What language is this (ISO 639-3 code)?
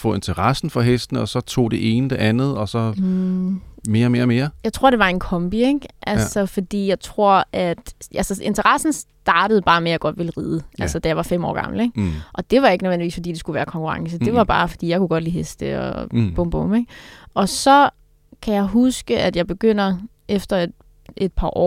dan